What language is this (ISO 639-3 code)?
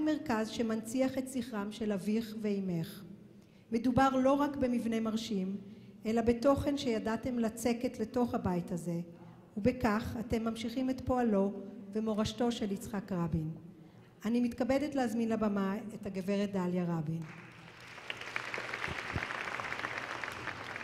heb